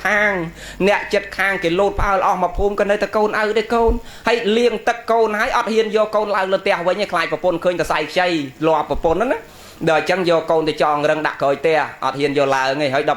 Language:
Khmer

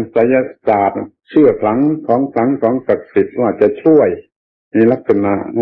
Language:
Thai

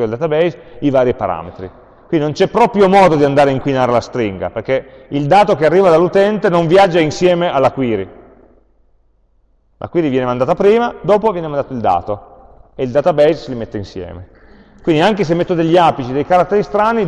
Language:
Italian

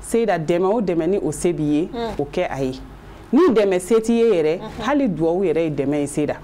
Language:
Bambara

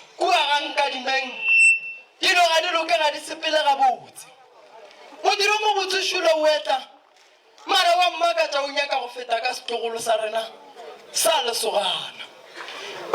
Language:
Northern Sotho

